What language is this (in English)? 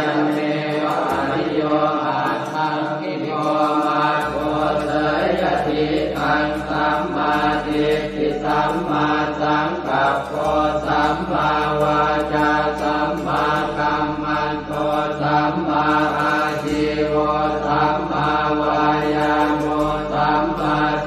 Pali